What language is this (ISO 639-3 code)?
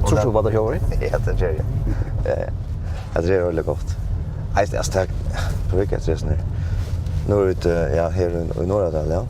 fao